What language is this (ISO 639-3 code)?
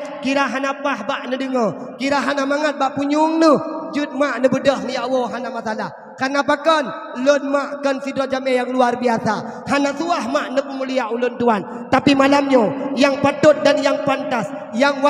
ace